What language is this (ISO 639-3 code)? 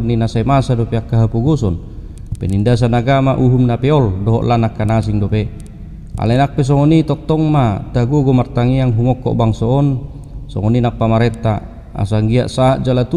bbc